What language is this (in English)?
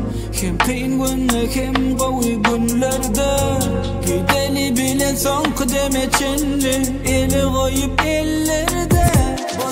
Turkmen